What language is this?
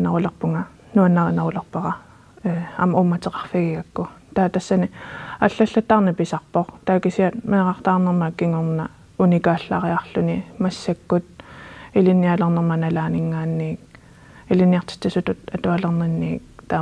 Kalaallisut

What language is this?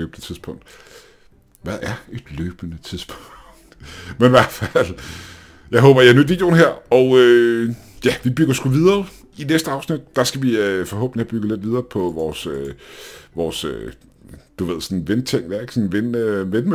Danish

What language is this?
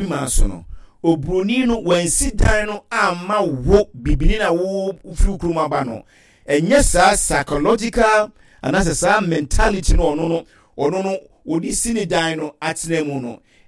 Akan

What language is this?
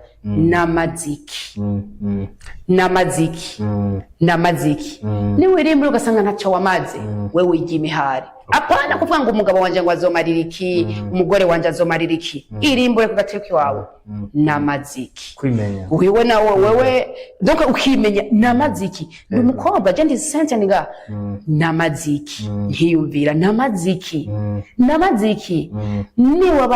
Rundi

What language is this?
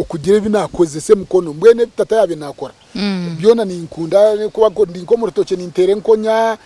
Nyankole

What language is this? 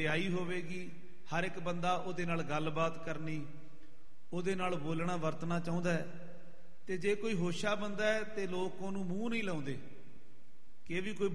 Punjabi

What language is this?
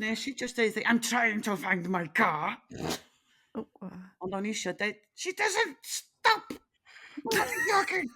Welsh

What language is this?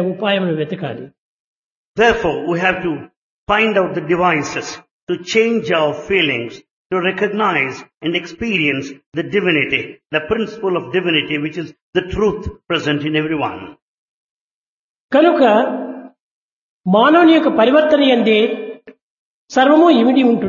Telugu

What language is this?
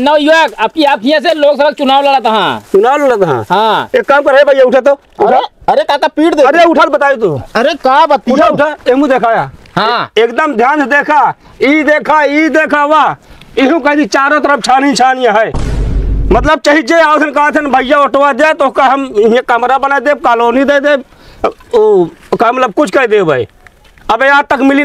Awadhi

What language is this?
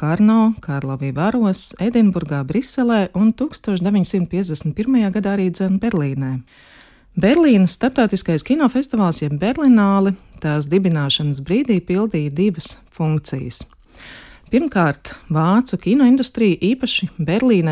Latvian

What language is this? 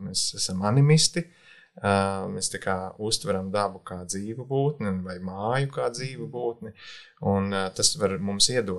Latvian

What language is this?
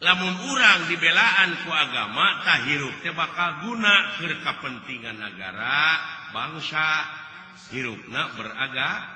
Sundanese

